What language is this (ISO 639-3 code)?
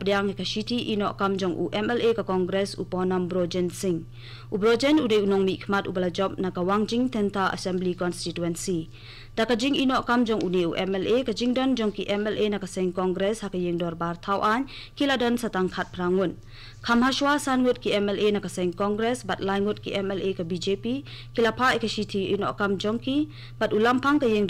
kha